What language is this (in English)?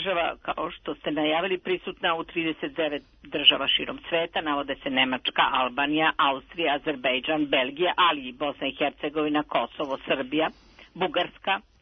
Serbian